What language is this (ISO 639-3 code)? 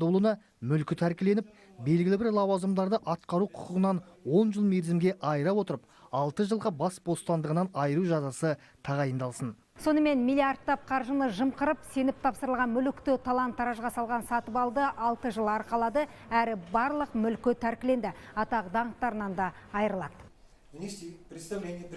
kaz